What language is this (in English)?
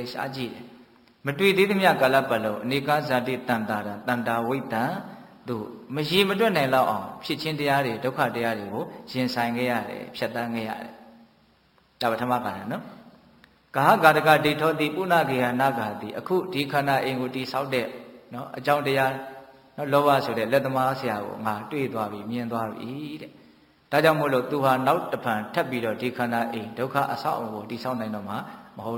Burmese